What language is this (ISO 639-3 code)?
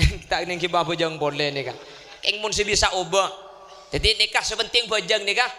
mad